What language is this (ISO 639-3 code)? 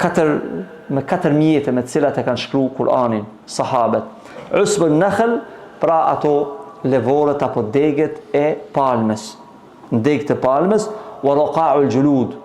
sqi